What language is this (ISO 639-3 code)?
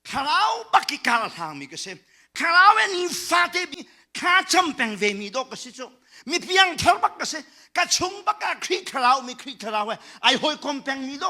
cnh